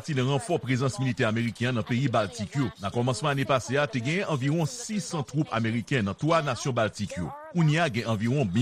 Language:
Haitian Creole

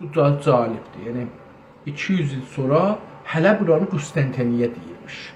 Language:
South Azerbaijani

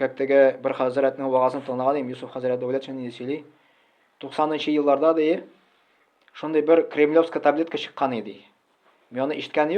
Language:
Tatar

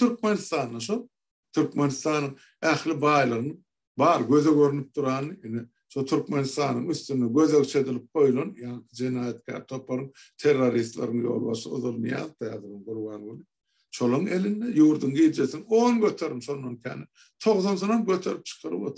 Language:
Turkmen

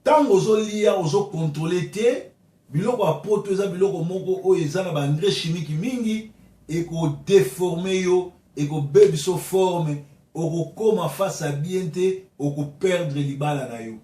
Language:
Lingala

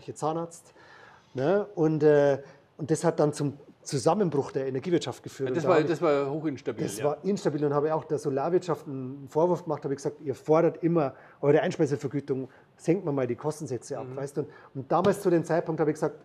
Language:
German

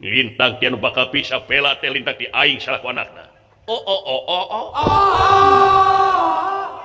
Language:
Sundanese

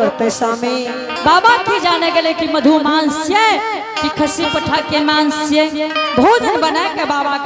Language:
Angika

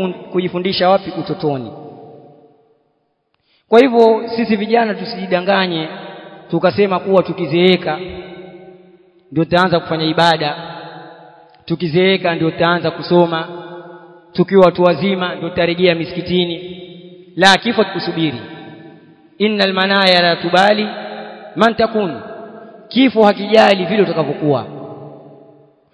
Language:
Swahili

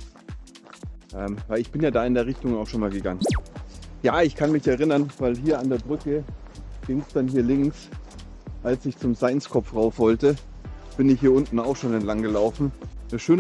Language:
German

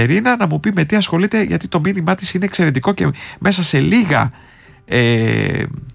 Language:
Greek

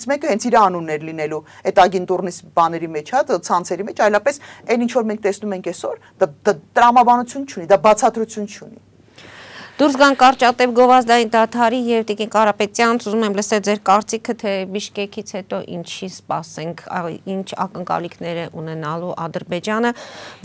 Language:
Armenian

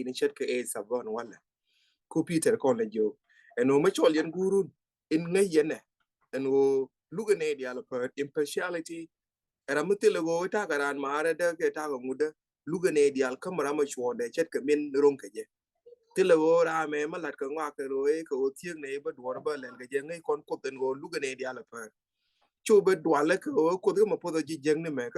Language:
Nuer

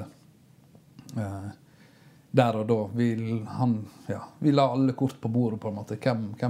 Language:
Norwegian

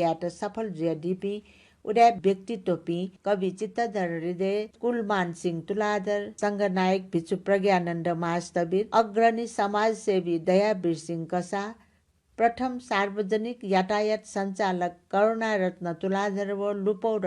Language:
Newari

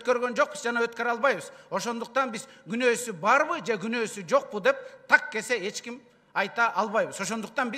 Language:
Kyrgyz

